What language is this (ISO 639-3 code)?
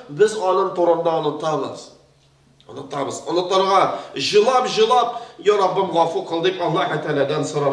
tat